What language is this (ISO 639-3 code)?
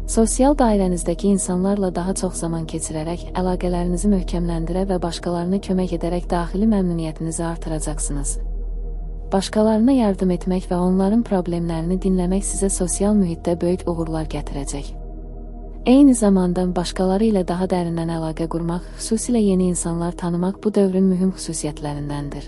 aze